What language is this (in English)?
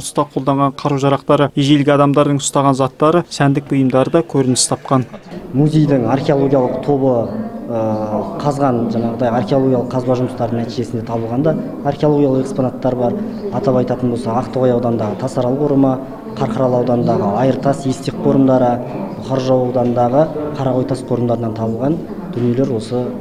Kazakh